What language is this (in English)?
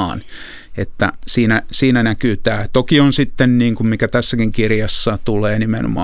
Finnish